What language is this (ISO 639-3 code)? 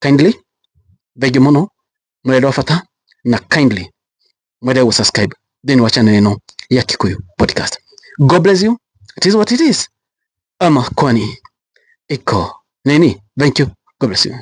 kik